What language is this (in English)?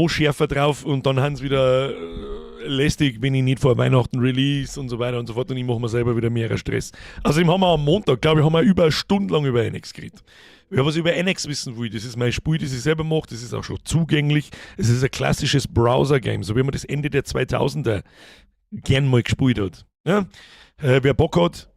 Bavarian